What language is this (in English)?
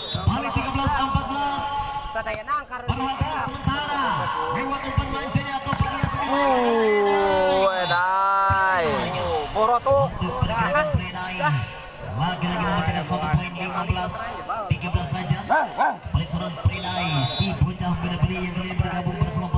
Indonesian